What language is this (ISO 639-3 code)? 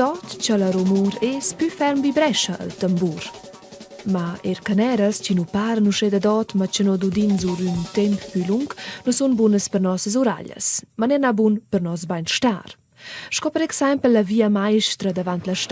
roh